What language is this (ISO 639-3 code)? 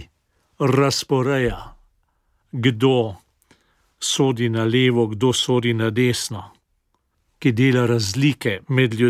slv